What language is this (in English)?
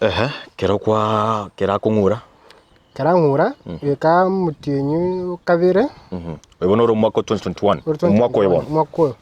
Gusii